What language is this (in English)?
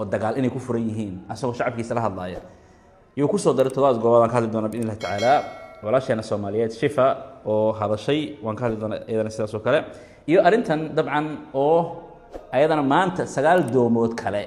Somali